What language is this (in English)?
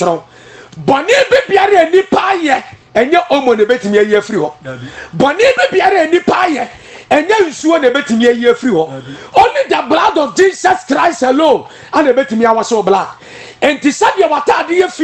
Akan